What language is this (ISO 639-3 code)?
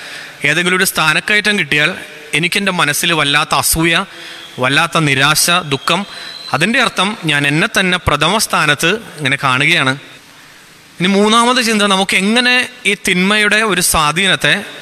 mal